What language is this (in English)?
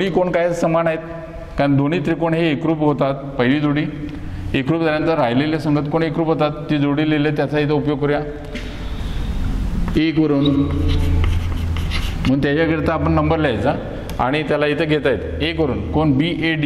Marathi